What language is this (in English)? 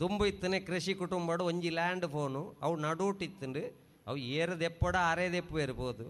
Tulu